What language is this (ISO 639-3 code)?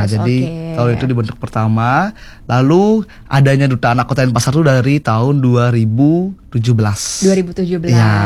ind